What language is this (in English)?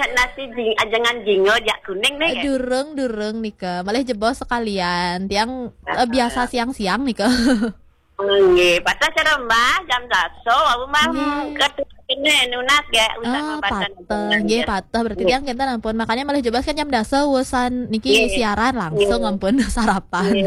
Balinese